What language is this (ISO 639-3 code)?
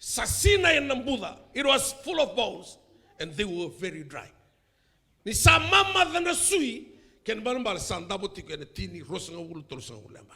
fij